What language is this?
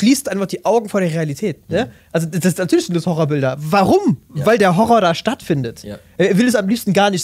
German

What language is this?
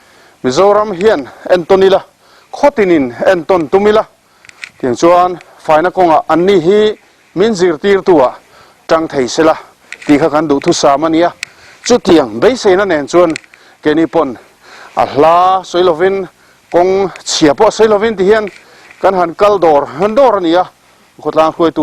Mizo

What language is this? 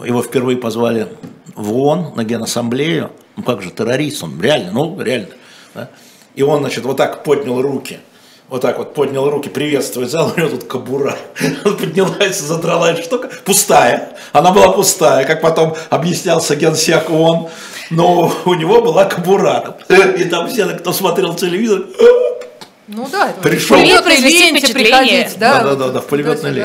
Russian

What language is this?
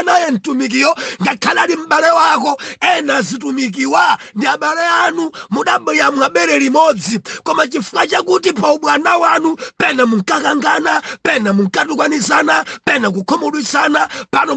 Nyanja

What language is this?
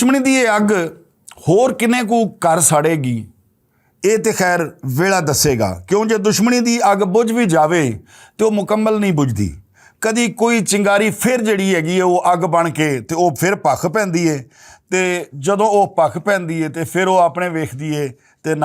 Western Panjabi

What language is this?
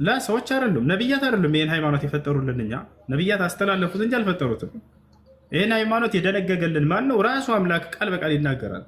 Amharic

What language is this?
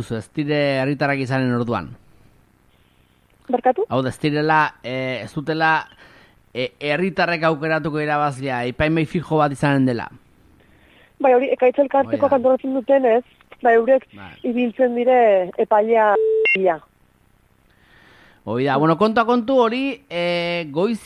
Basque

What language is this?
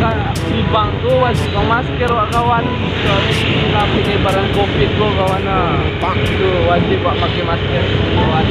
Minangkabau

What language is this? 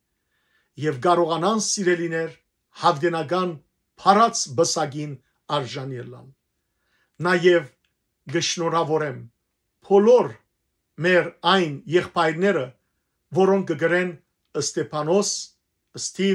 Western Armenian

